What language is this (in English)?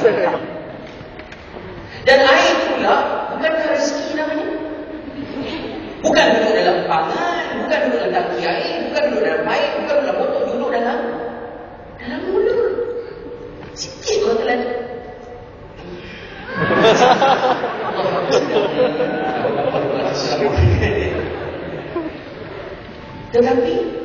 Malay